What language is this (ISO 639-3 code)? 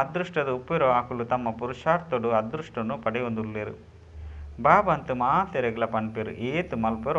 tcy